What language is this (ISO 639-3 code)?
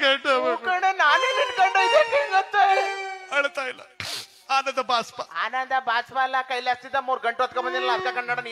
kan